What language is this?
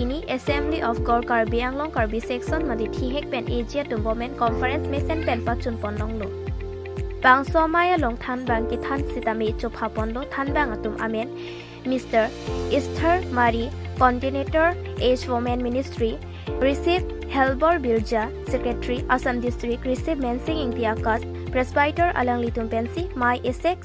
Karbi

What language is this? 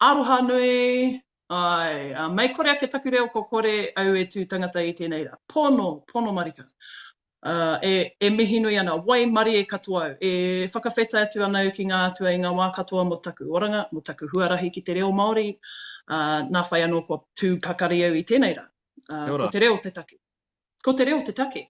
Māori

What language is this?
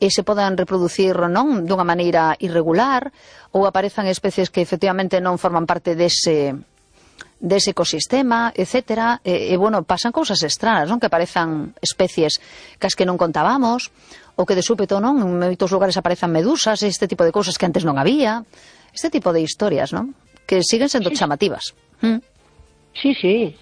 Galician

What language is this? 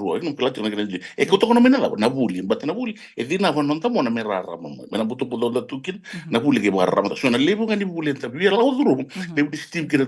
Fijian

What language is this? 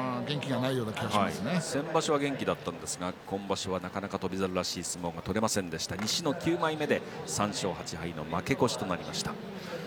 Japanese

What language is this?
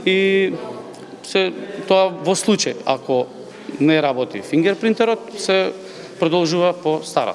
Macedonian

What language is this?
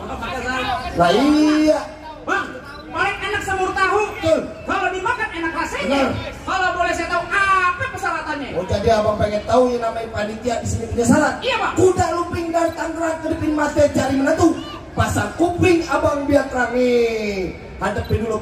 Betawi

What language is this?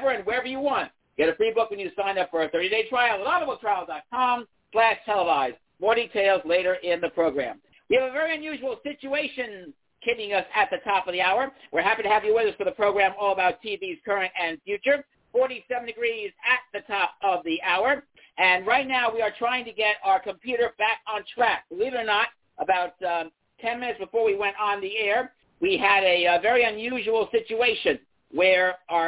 English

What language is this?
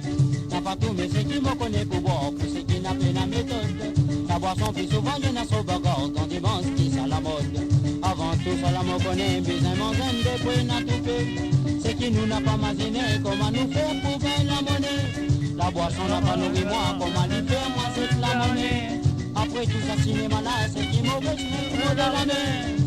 Morisyen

